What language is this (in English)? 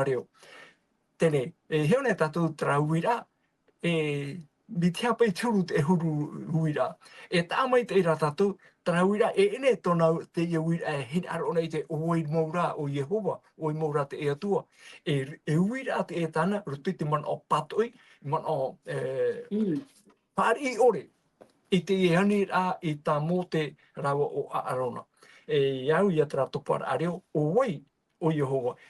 Tahitian